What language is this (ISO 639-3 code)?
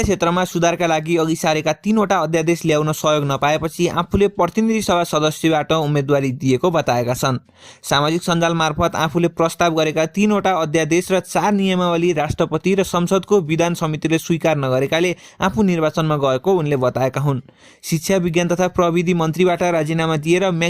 nep